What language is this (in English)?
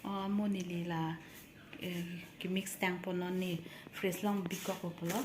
Karbi